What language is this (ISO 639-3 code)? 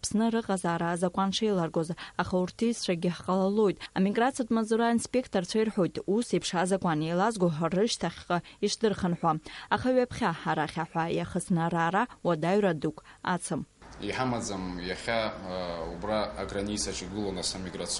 abk